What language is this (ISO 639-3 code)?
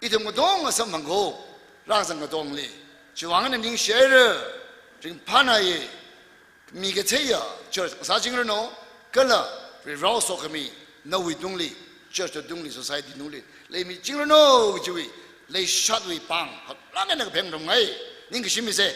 nmf